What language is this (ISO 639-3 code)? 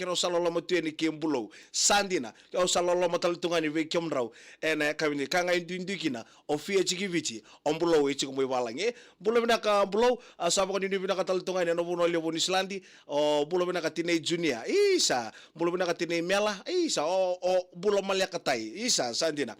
fij